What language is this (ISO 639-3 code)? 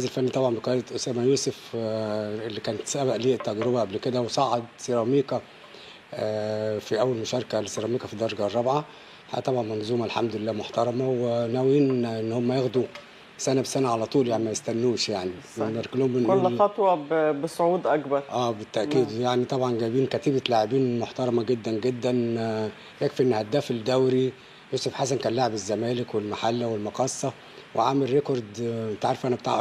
arz